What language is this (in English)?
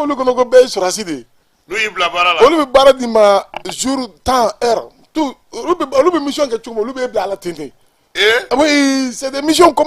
Bambara